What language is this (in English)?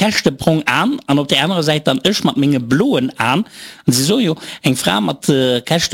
Luxembourgish